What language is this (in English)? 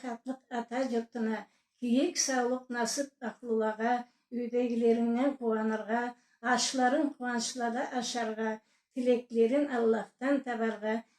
Karachay-Balkar